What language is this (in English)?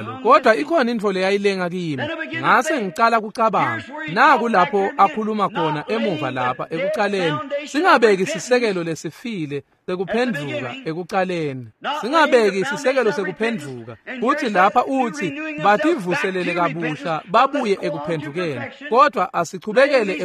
Swati